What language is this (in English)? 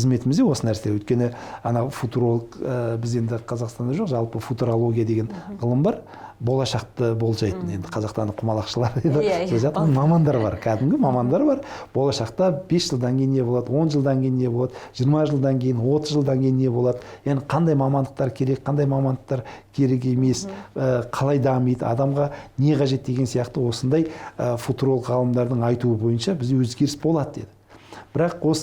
Kazakh